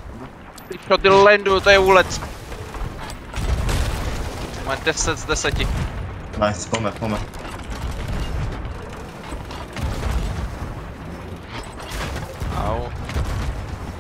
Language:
Czech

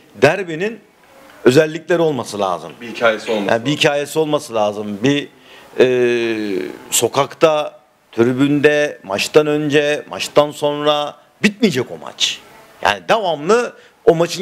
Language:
Turkish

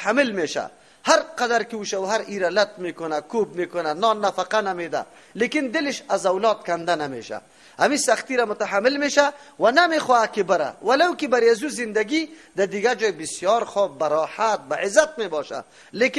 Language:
Persian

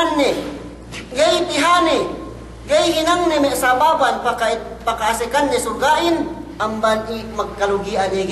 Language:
Yakan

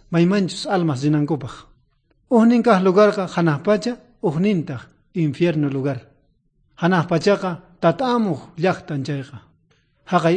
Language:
South Bolivian Quechua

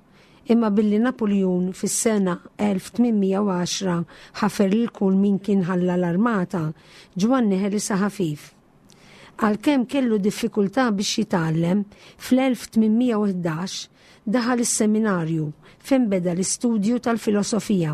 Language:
Maltese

